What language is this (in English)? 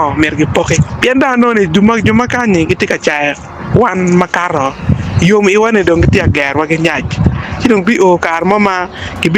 Acoli